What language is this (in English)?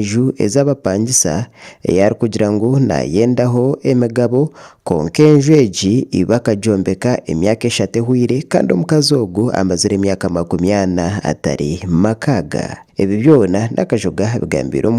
Nyankole